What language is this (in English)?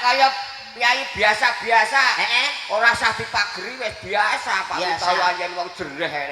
Javanese